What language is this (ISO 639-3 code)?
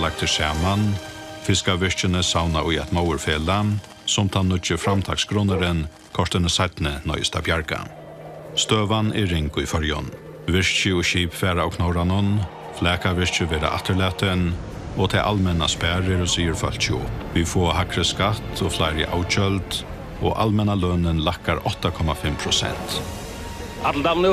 fao